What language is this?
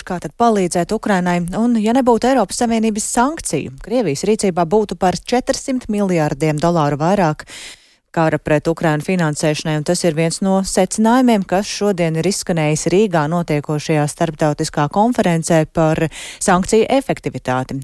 Latvian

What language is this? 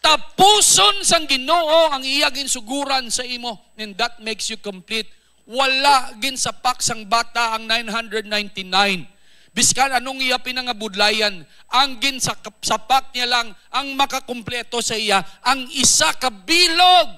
Hiligaynon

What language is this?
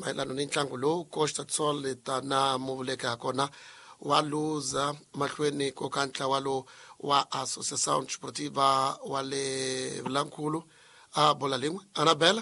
Tsonga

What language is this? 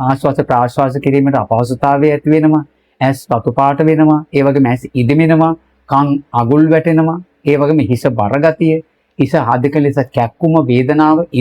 Sinhala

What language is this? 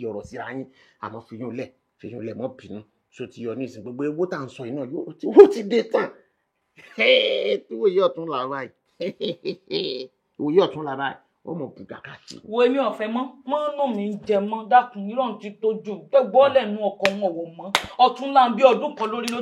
Yoruba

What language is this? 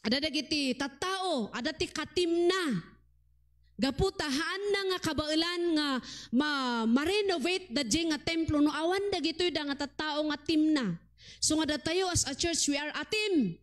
Iloko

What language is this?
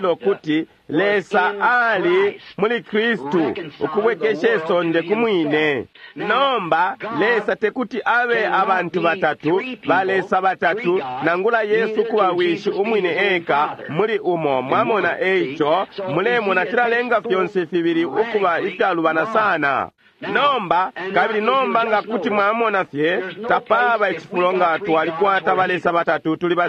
Bemba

